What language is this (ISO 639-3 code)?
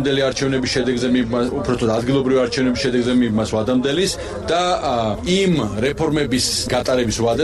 kat